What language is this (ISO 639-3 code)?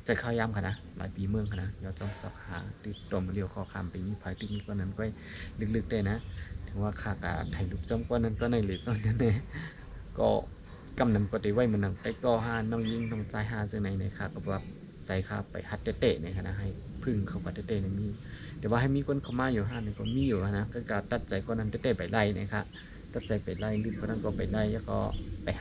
shn